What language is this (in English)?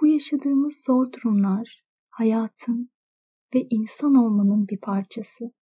Turkish